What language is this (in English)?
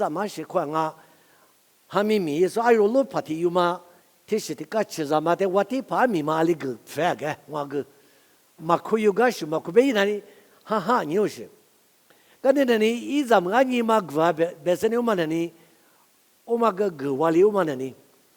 Lisu